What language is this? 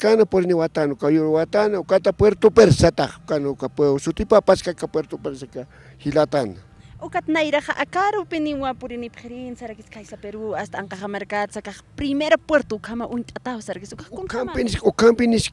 Aymara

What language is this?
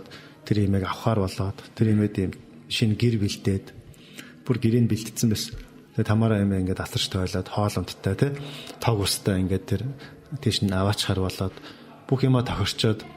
Mongolian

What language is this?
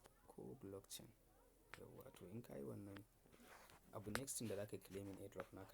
Hausa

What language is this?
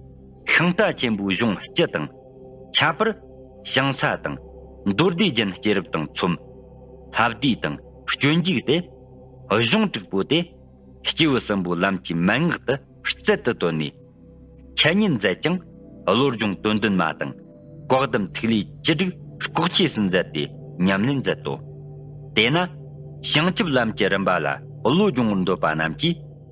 Tibetan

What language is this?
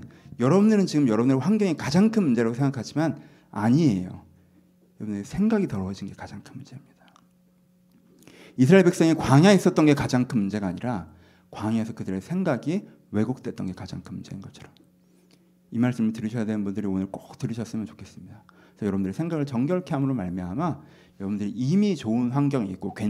Korean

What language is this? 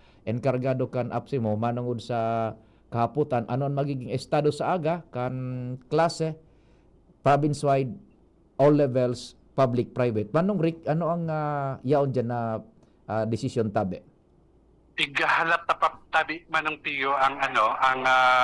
Bikol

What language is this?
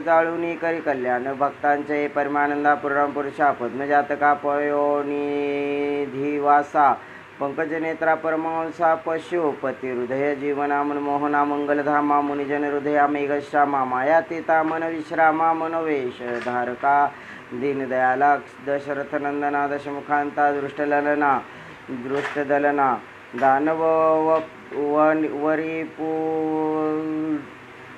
Marathi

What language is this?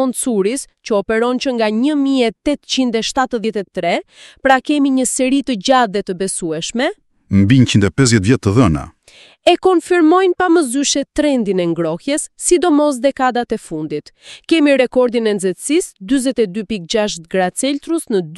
Albanian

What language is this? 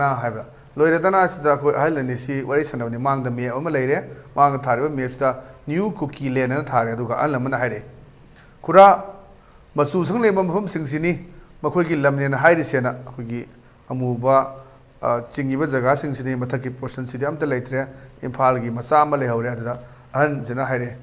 Manipuri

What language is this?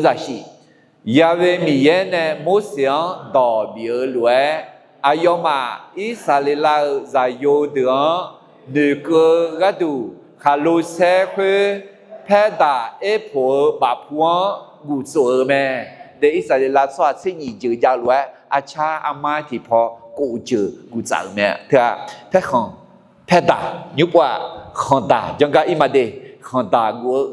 Akha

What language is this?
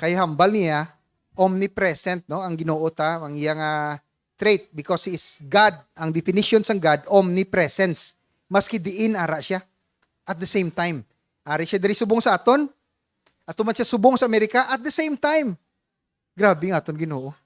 Hiligaynon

